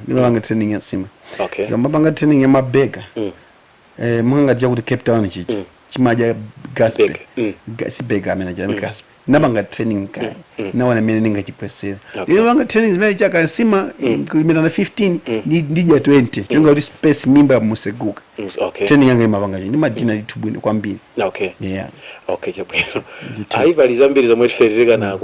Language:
Nyanja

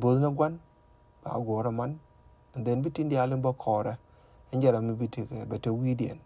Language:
Nuer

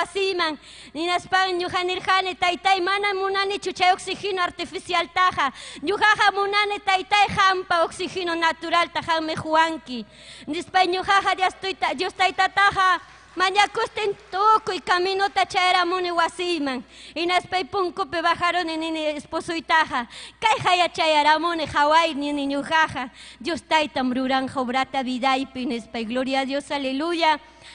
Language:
Ayacucho Quechua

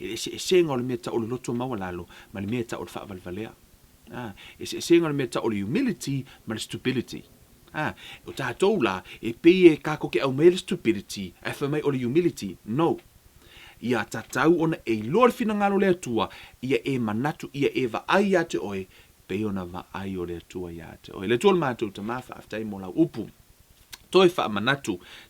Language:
Samoan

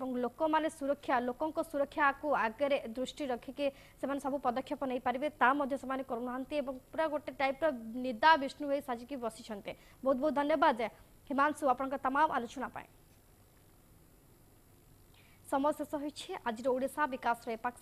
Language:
Odia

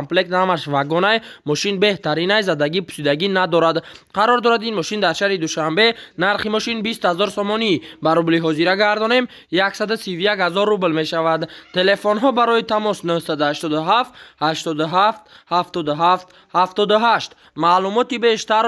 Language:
Tajik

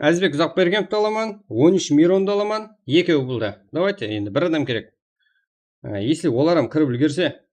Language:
Kara-Kalpak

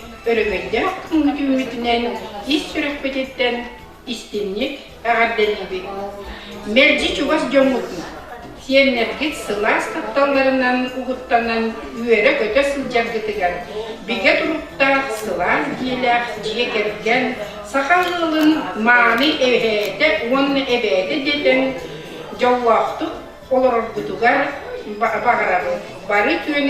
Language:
Yakut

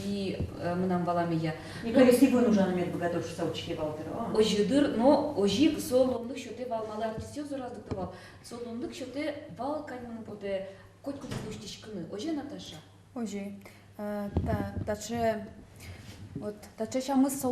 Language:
Udmurt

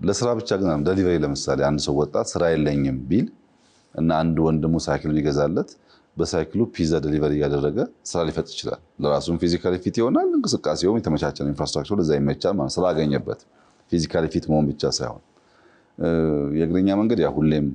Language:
Amharic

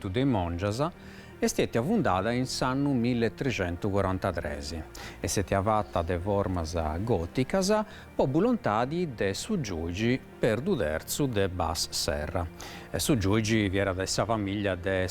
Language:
Sardinian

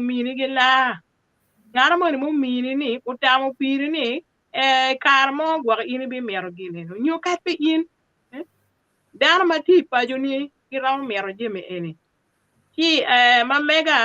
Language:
Acoli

